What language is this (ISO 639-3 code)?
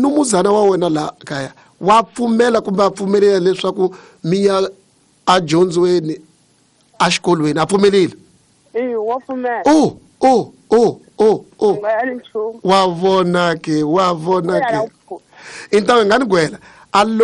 tso